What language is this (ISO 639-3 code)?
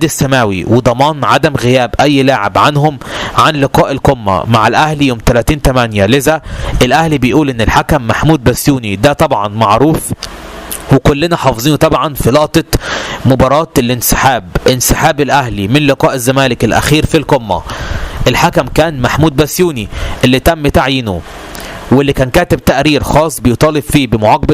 arz